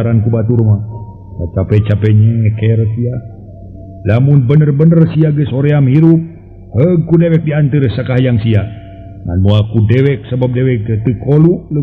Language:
Sundanese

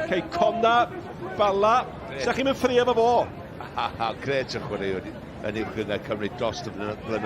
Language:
Welsh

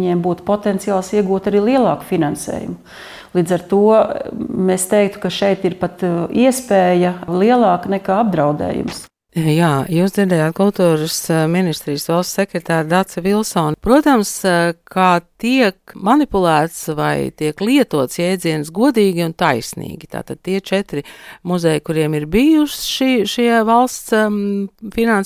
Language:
Latvian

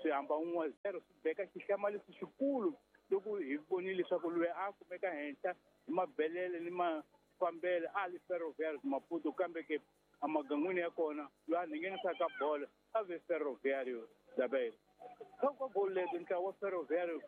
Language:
Tsonga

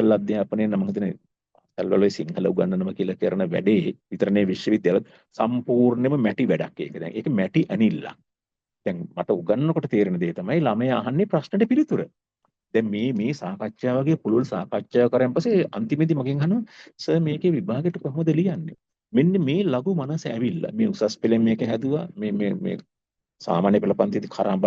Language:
Sinhala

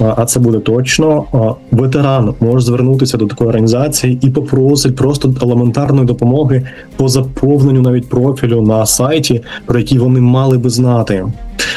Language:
Ukrainian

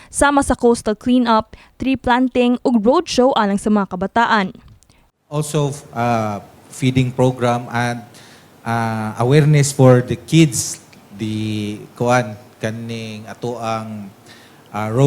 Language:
Cebuano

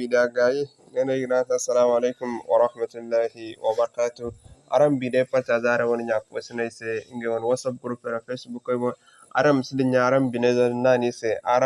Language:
Zarma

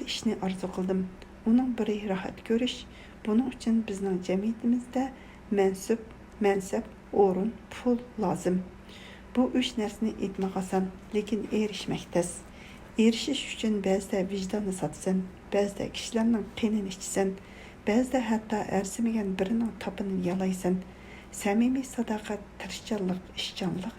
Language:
Uyghur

